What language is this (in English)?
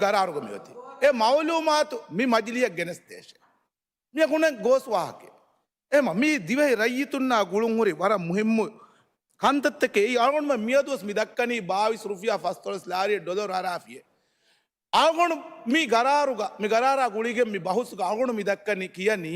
Divehi